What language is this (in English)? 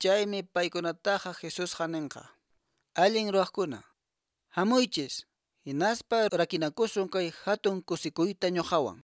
Quechua